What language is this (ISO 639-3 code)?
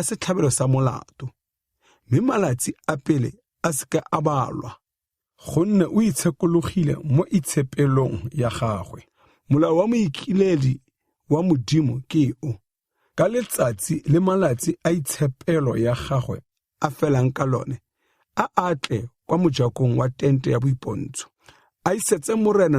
tsn